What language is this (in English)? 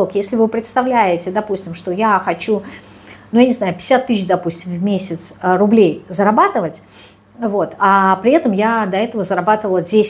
Russian